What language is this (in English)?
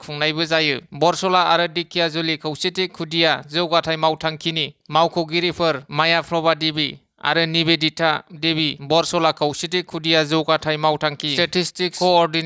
Bodo